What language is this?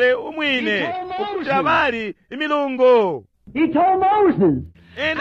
Bemba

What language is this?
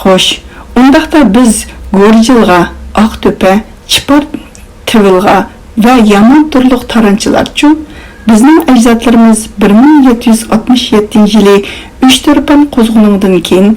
Uyghur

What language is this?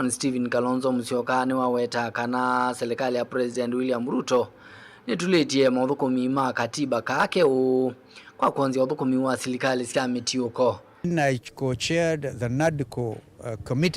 Kamba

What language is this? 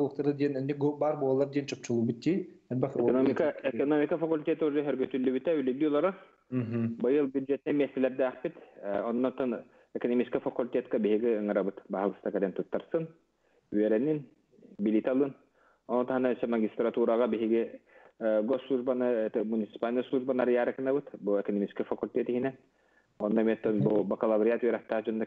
Yakut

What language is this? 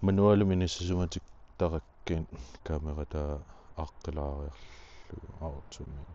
Kalaallisut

